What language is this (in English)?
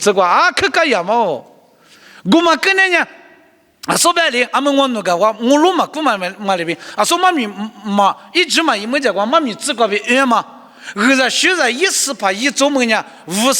Lisu